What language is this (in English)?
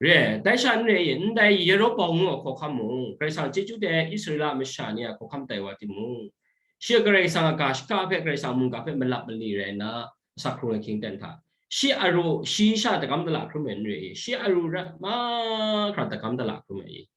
Kachin